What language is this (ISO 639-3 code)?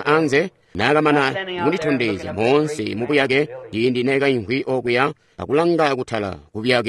toi